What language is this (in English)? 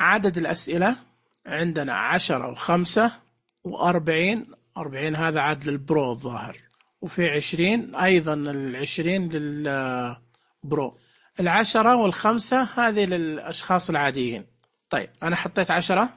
Najdi Arabic